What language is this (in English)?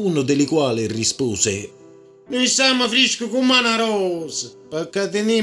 Neapolitan